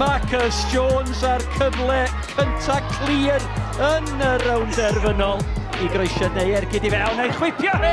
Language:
Welsh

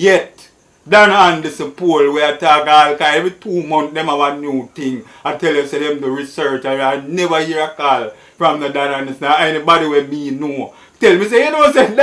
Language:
Jamaican Creole English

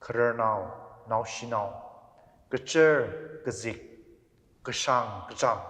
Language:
Tangkhul Naga (India)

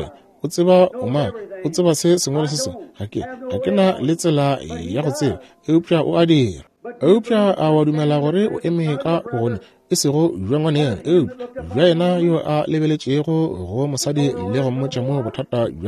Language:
Northern Sotho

